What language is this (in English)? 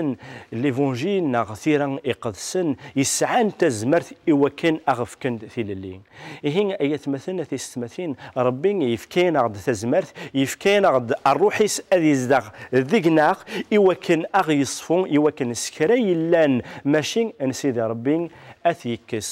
Kabyle